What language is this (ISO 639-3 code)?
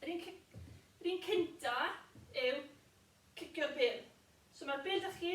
cym